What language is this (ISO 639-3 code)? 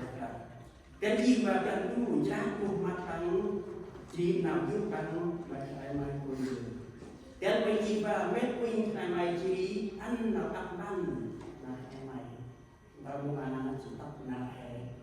cmo